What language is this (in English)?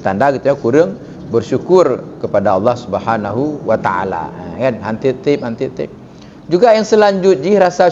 Achinese